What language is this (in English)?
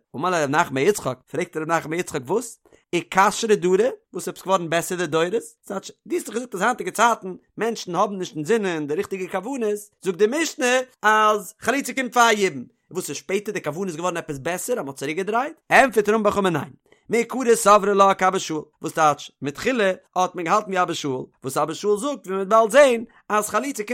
Yiddish